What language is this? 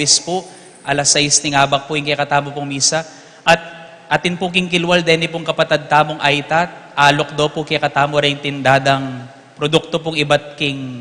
Pampanga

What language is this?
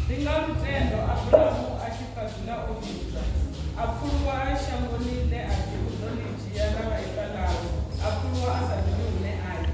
Venda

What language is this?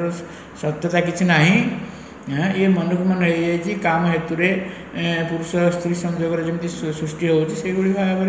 Odia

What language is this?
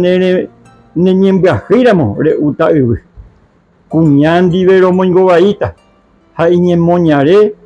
Guarani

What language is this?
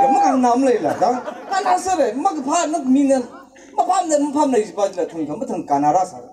Tangkhul Naga (India)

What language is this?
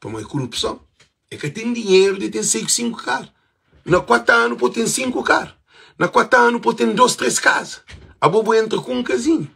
Kabuverdianu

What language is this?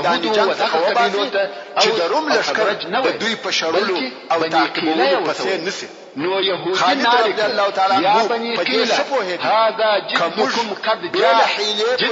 Pashto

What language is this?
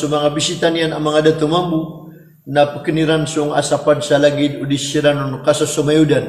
Maranao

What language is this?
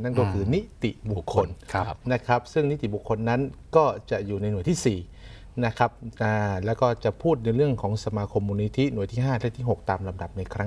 Thai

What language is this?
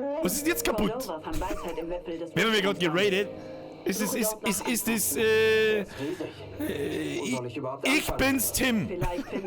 Bavarian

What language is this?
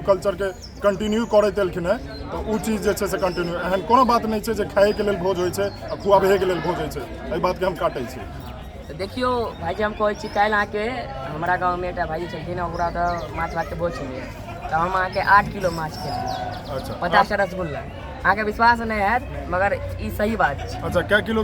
Maithili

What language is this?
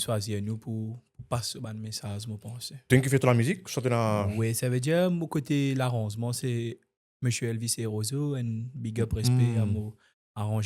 Morisyen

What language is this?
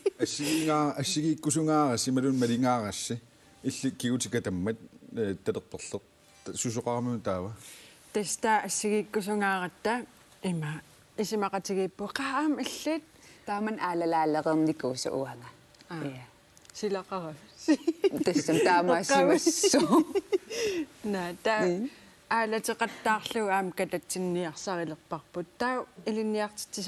Kalaallisut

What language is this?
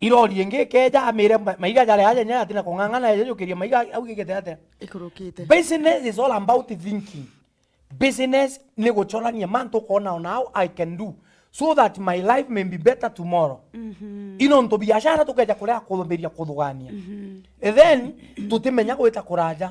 Meru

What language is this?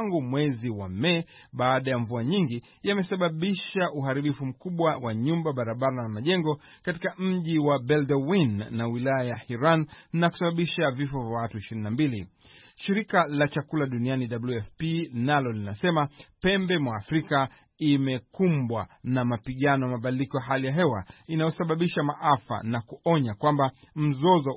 Swahili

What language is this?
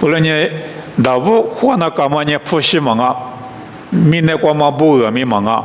Lisu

